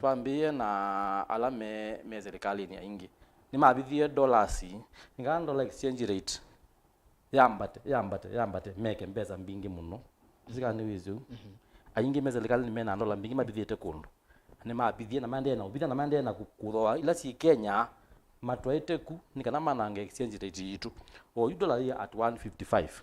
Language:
Kamba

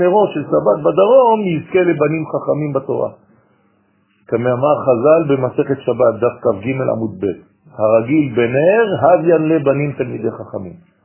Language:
Hebrew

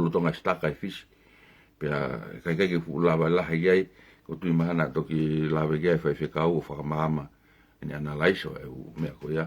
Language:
Tongan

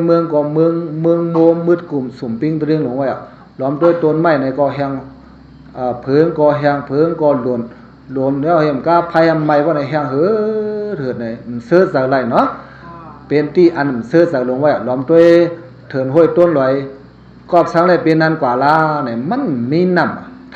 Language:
Shan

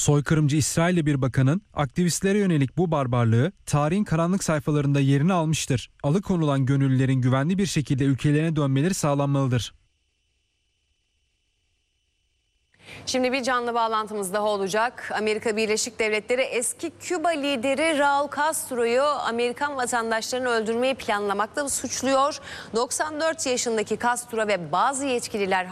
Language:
Turkish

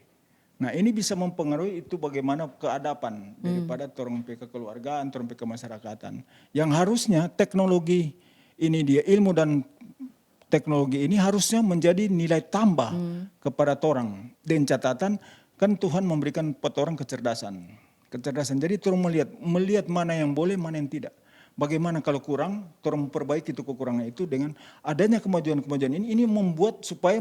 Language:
Manado Malay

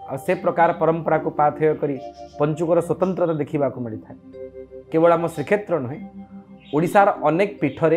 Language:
Odia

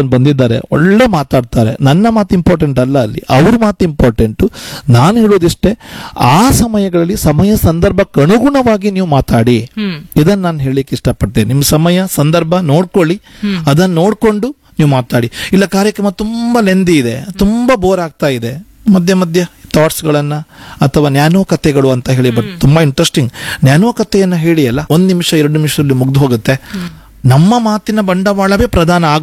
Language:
Kannada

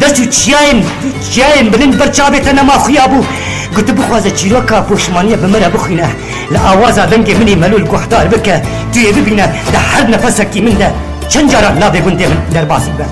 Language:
Kurdish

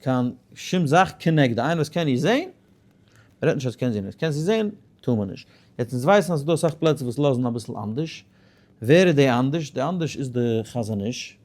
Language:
Yiddish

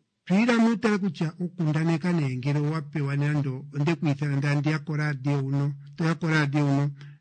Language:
Kuanyama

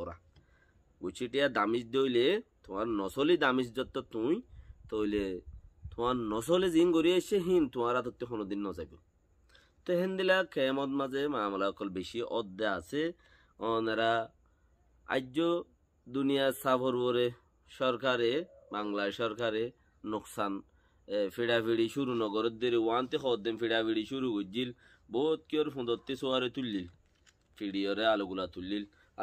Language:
Rohingya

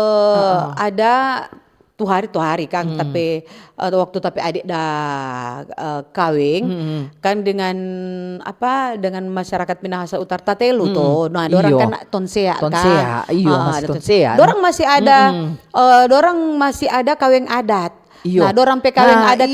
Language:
Manado Malay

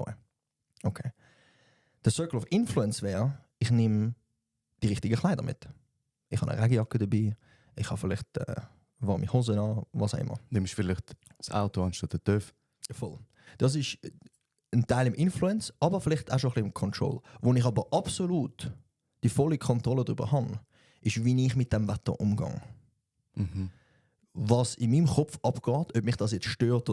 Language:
Swiss German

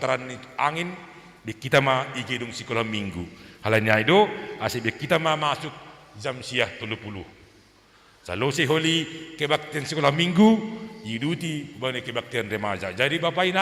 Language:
Batak Simalungun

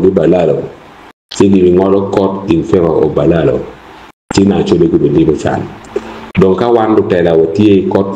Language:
Acoli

